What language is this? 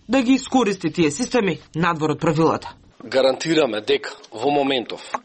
Macedonian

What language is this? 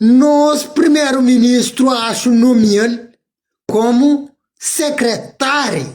Kabuverdianu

